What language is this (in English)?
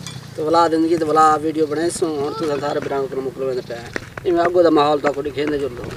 Saraiki